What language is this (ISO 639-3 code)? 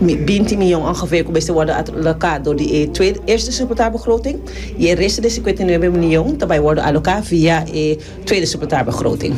pap